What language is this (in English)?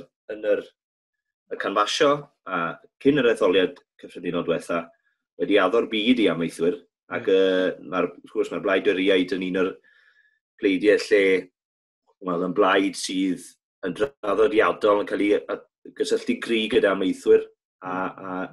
Welsh